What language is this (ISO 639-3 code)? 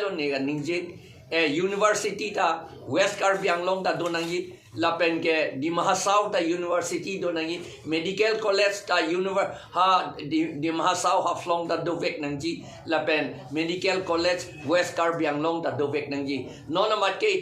mjw